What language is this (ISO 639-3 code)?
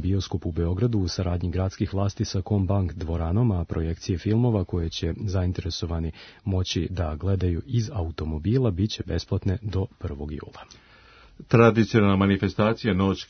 srp